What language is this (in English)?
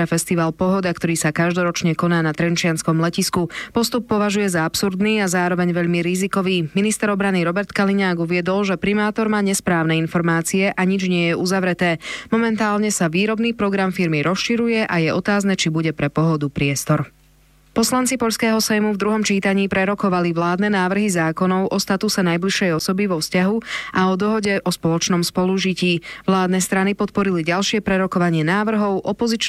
Slovak